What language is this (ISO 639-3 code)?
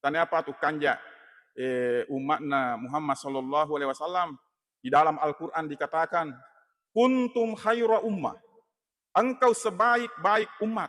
bug